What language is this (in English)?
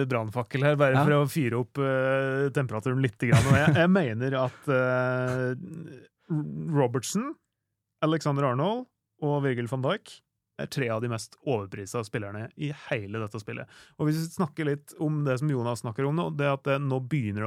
Norwegian